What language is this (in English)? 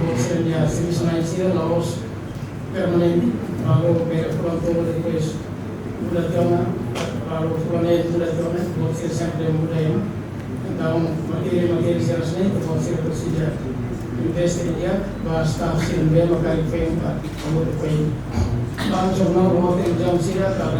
Tetum